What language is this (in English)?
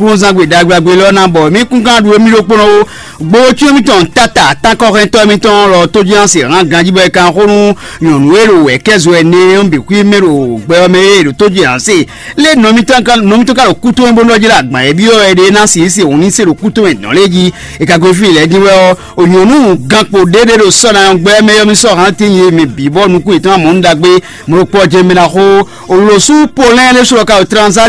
Fon